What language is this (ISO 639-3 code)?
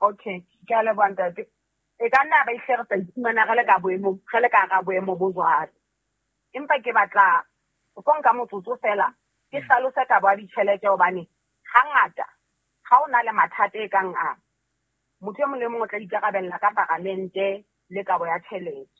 sot